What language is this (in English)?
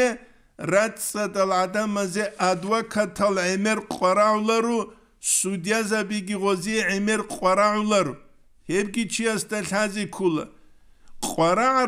Avaric